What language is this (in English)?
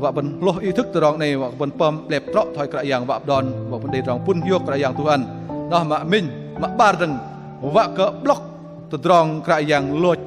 Bahnar